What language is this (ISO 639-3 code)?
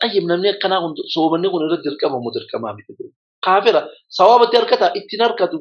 orm